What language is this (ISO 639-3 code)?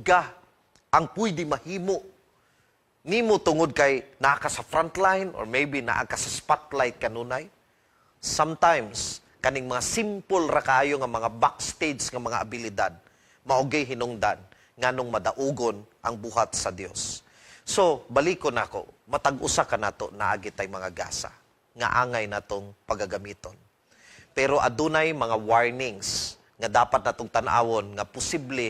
ceb